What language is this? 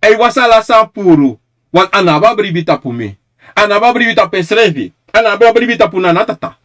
Sranan Tongo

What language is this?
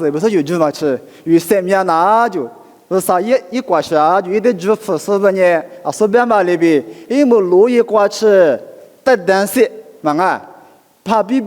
Lisu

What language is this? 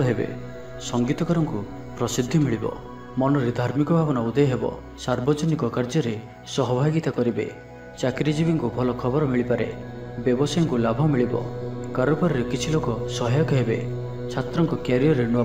Odia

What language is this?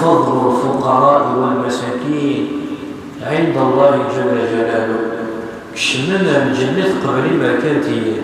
Kabyle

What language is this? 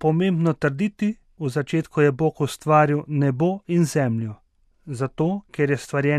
Slovenian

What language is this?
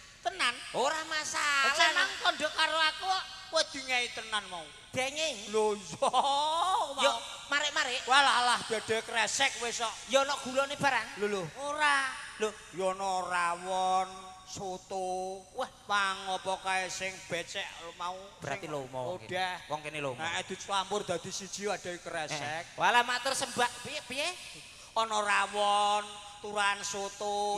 Javanese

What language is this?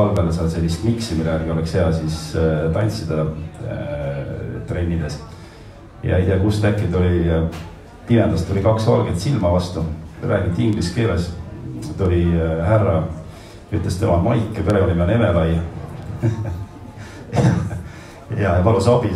Estonian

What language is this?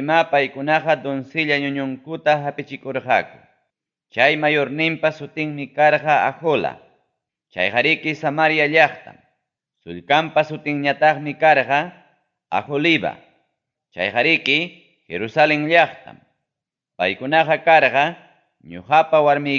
Ayacucho Quechua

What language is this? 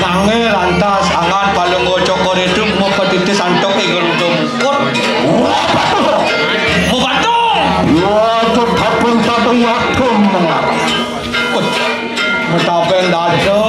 Balinese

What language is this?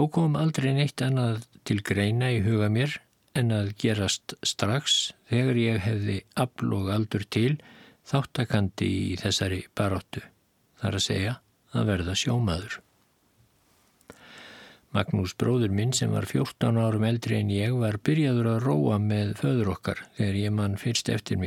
Icelandic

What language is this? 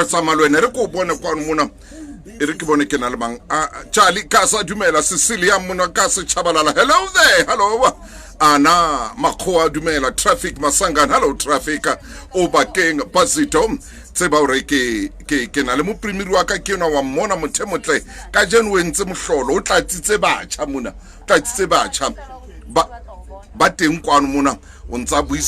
Southern Sotho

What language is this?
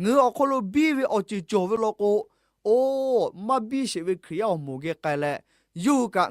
Lahu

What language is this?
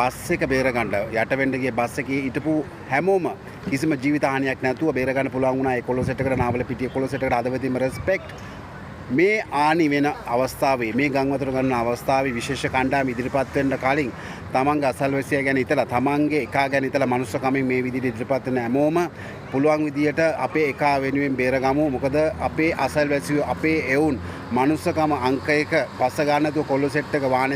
Sinhala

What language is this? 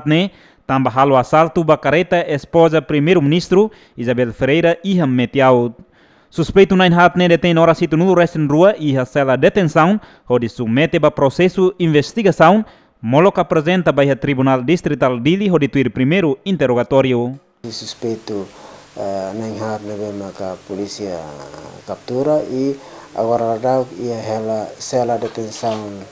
Tetum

